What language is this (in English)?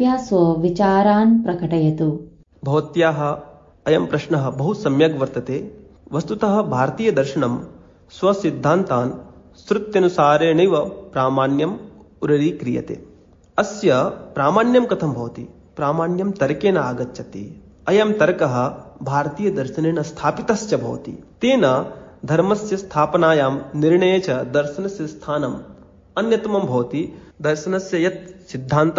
Sanskrit